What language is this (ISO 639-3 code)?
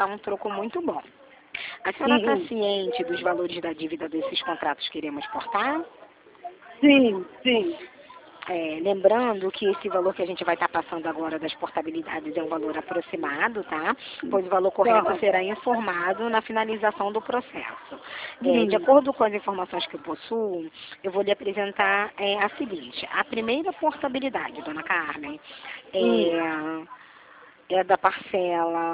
por